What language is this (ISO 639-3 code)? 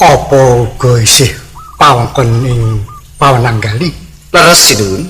jav